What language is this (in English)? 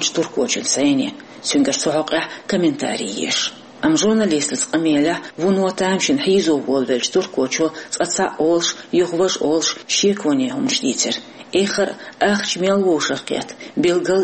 Chechen